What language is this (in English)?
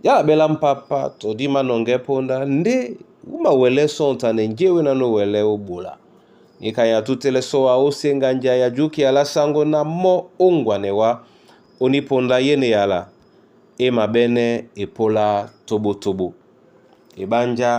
Duala